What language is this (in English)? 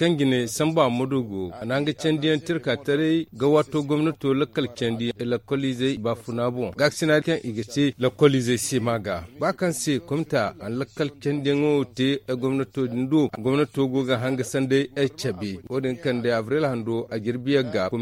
Zarma